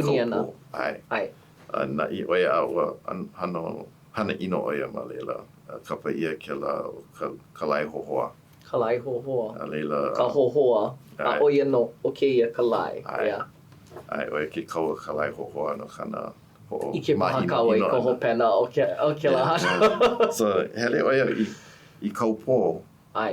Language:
Hawaiian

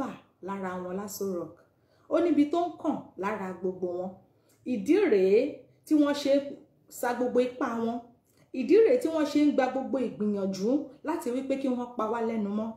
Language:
Yoruba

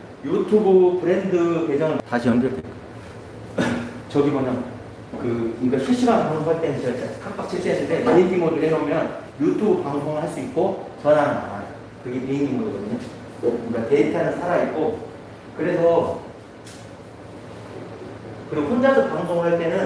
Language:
Korean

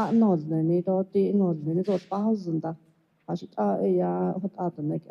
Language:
Navajo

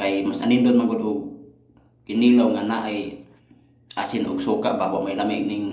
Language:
Cebuano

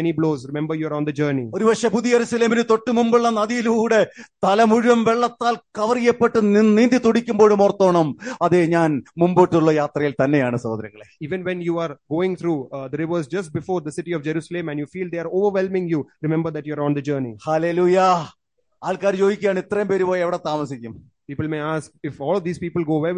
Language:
Malayalam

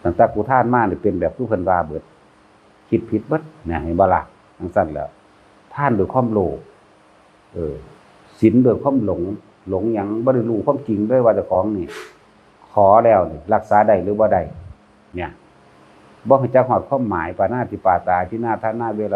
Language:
Northeastern Thai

